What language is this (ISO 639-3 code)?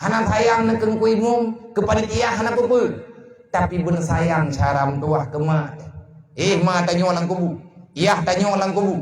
ace